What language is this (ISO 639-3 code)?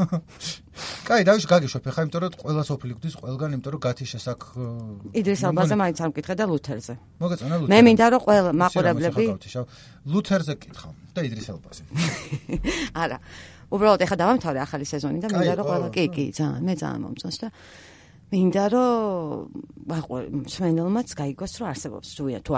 kat